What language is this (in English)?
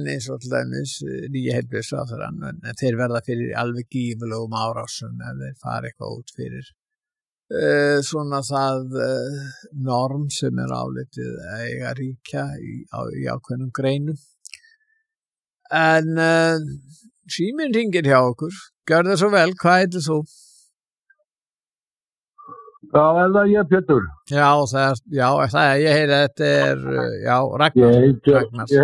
Icelandic